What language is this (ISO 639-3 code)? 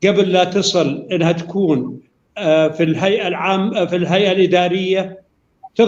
apc